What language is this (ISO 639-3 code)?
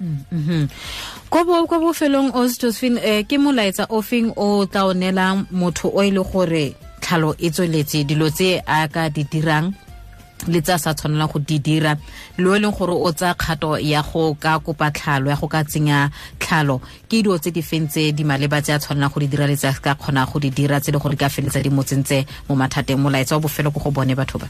tsn